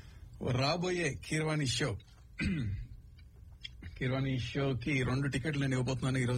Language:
Telugu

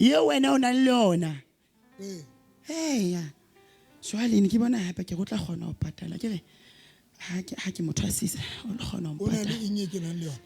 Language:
Southern Sotho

